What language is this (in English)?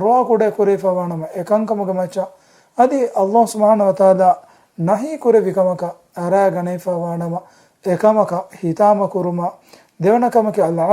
Divehi